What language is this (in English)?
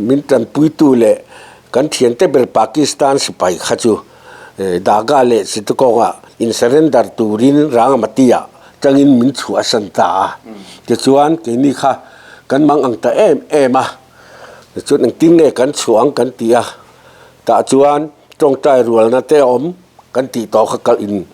Mizo